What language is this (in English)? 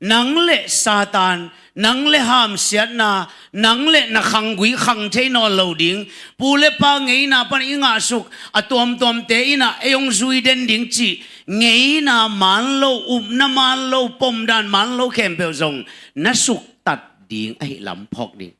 Tedim Chin